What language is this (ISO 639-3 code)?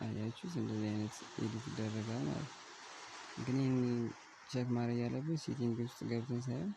amh